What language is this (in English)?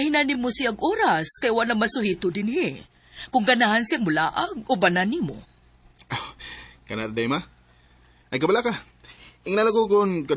Cebuano